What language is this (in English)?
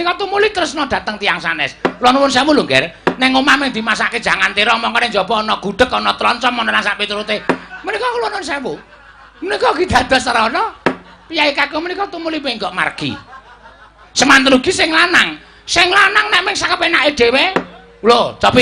Javanese